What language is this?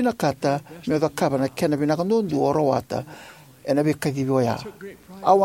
Fijian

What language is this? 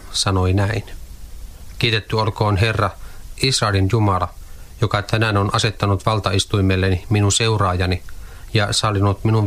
Finnish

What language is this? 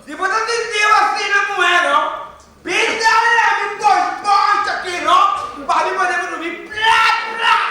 Papiamento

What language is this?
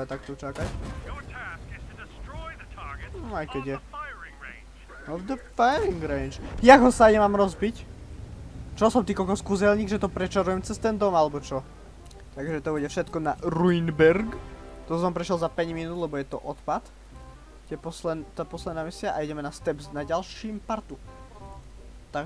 Slovak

